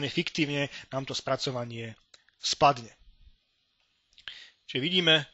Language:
Slovak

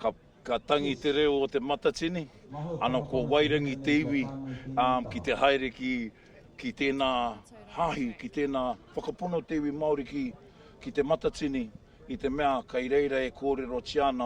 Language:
Māori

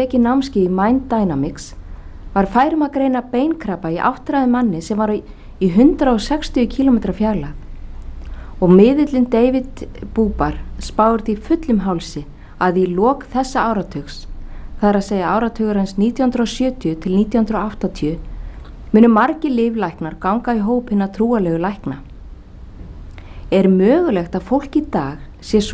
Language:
Icelandic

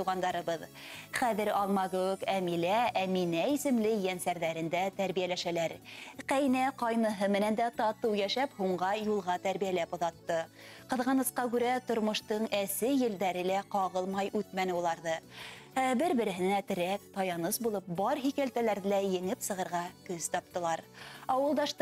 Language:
Bashkir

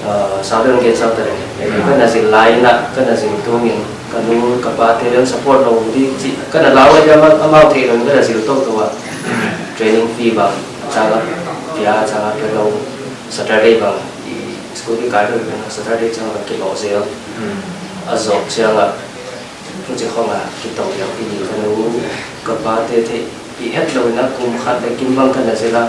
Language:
Paite Chin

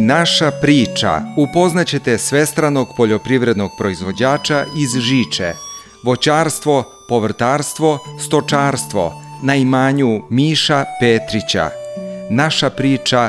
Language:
Serbian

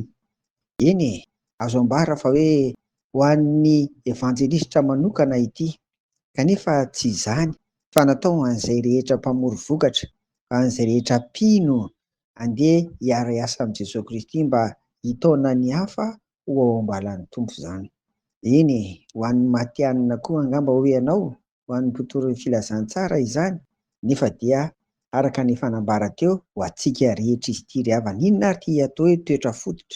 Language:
Malagasy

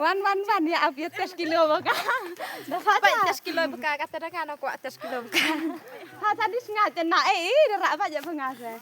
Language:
Khasi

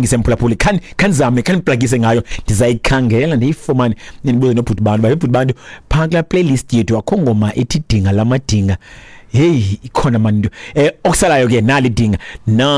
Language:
Xhosa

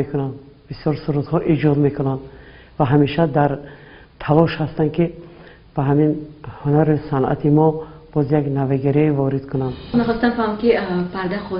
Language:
Tajik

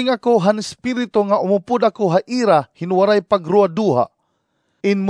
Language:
Waray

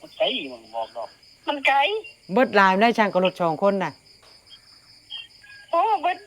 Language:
Northeastern Thai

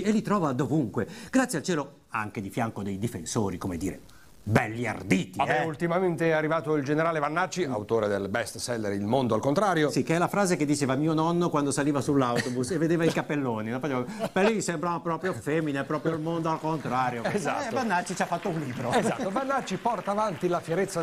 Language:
Italian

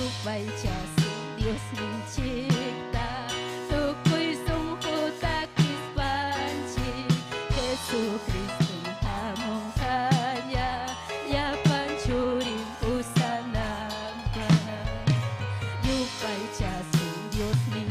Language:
Ayacucho Quechua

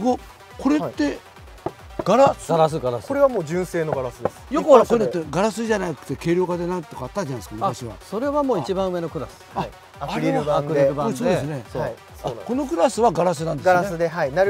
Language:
Japanese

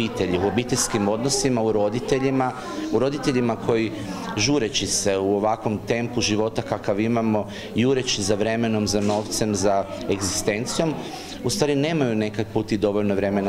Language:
Croatian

